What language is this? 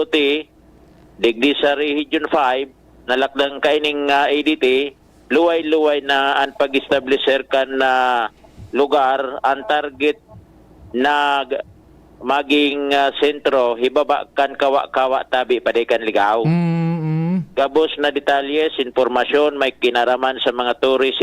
Bikol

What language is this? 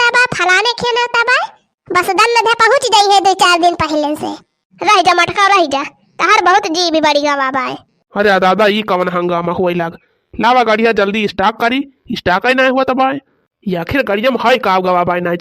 Awadhi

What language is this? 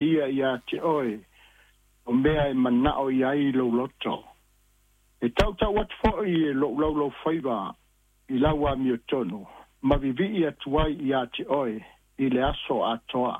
Samoan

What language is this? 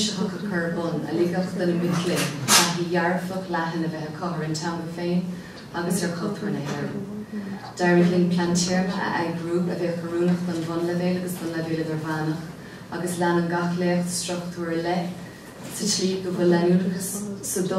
Irish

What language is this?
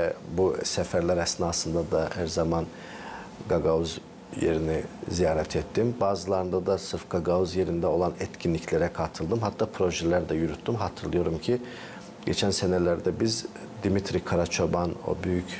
Gagauz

